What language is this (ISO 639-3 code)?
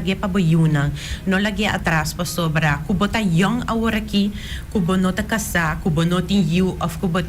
pap